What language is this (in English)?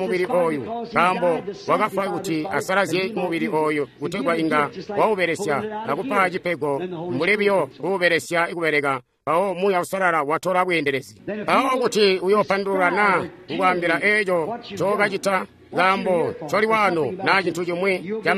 Tonga (Zambia)